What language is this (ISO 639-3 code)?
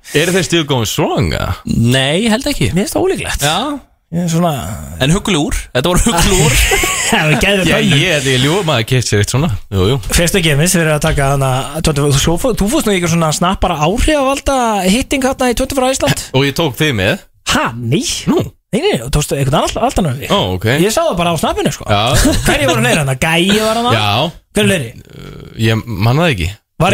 isl